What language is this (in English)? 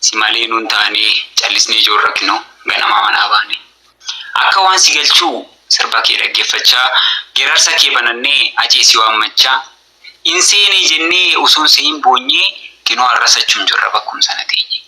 Oromo